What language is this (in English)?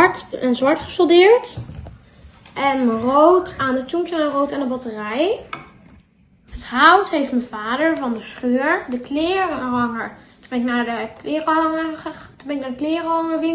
Dutch